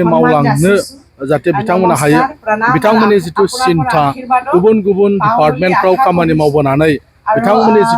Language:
Bodo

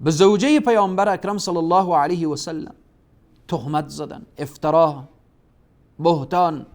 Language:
Persian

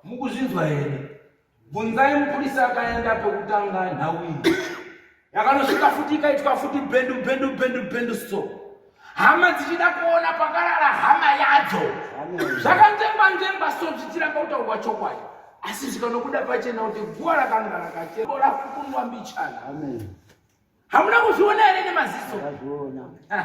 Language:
Shona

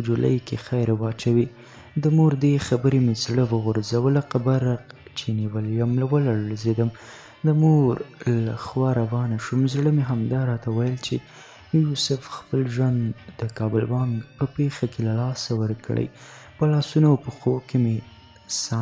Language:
Pashto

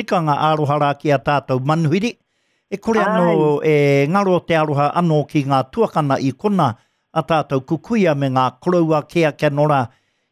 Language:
Māori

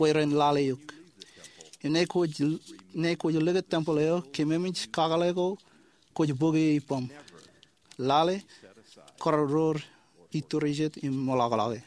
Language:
Marshallese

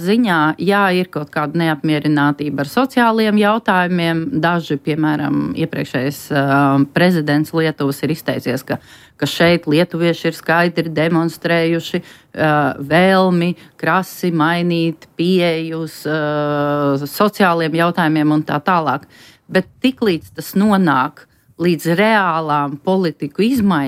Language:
Latvian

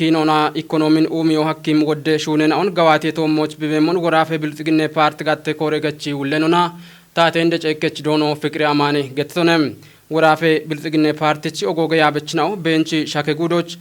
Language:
Kafa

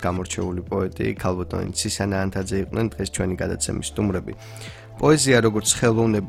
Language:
Georgian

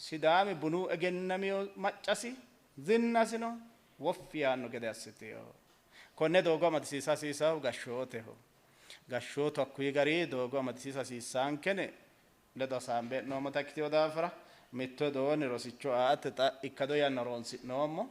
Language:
Sidamo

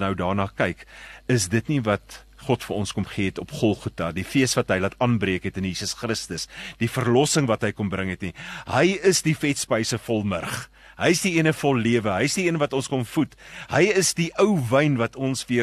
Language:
Afrikaans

